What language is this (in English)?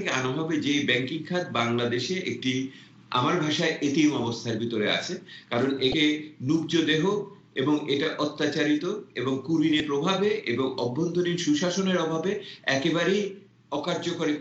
Bangla